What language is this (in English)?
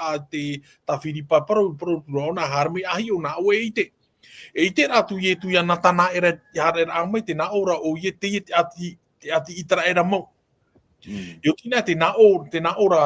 Tahitian